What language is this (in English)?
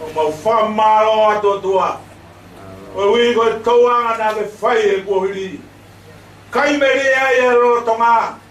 Tongan